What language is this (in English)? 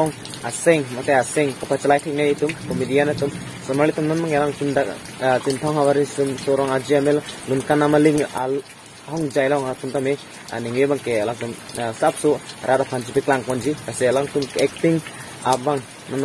Karbi